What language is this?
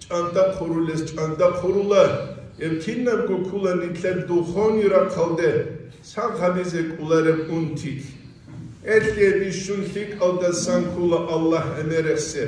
Avaric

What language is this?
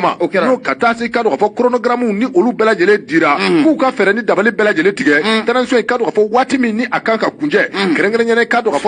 Bambara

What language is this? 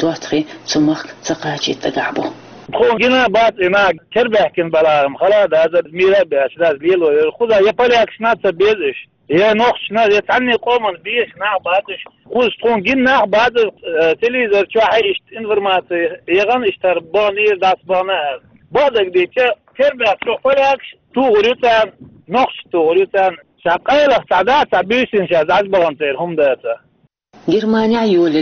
Chechen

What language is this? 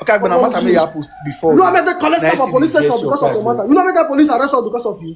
Nigerian Pidgin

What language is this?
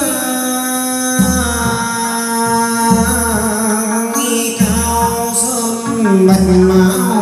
Vietnamese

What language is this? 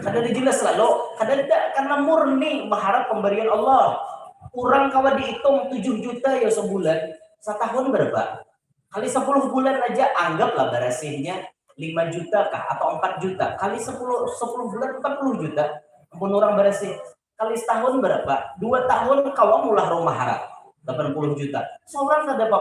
Banjar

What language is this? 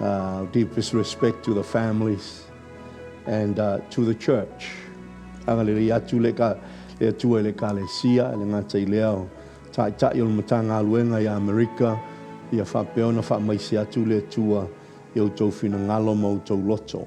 Samoan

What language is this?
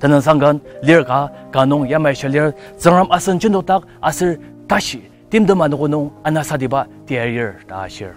Ao Naga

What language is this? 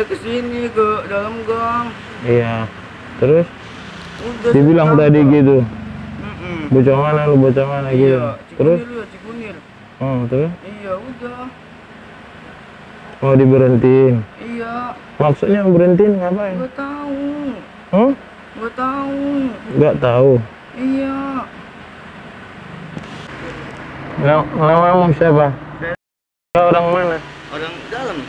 Indonesian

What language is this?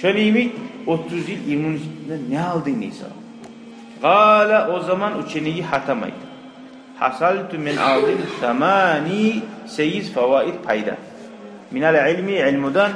Kumyk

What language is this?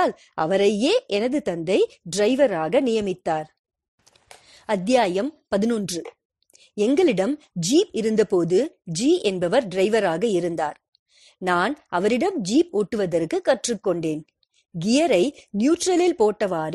Tamil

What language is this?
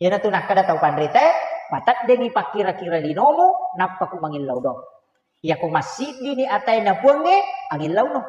Buginese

